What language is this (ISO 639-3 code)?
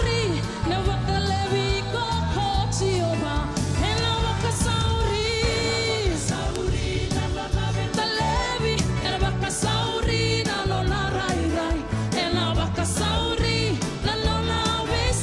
fij